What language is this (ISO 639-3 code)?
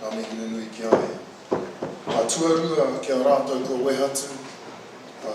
mri